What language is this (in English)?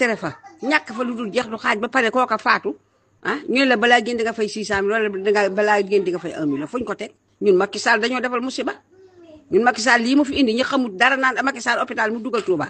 Wolof